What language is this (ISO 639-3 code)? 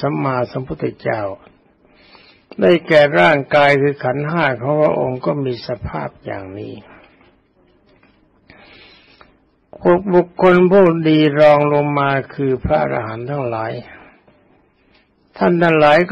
tha